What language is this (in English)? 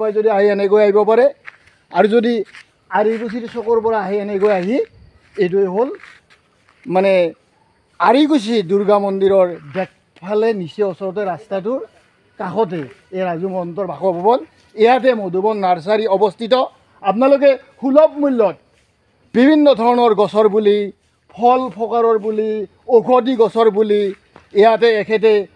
Assamese